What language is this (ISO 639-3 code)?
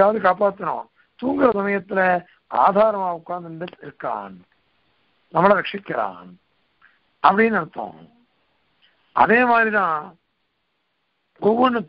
tam